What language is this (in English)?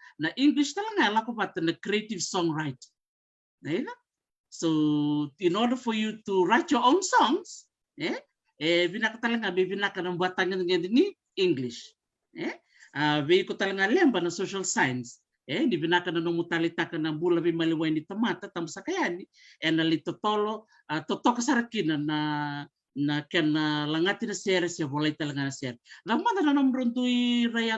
Fijian